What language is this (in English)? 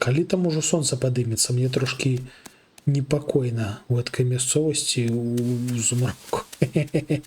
Belarusian